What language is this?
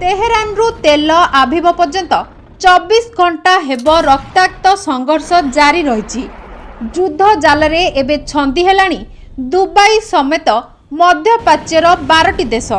Odia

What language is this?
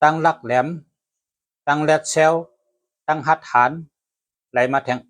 Shan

